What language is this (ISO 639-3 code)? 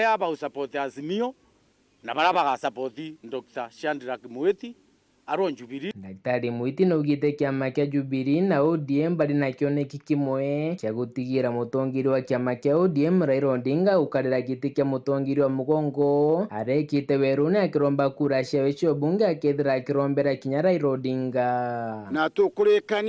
mer